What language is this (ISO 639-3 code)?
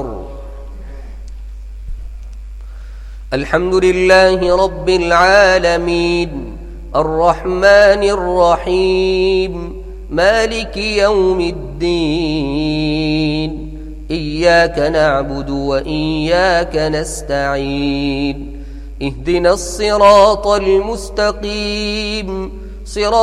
ara